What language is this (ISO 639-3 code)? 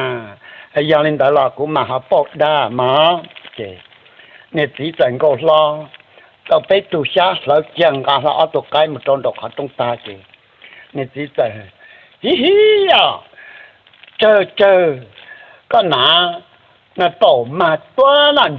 hmn